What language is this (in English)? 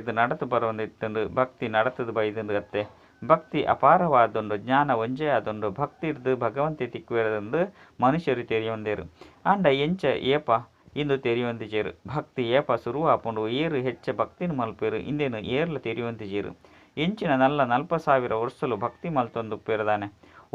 Tulu